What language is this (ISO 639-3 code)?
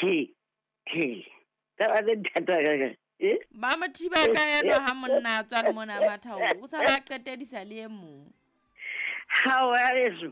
sot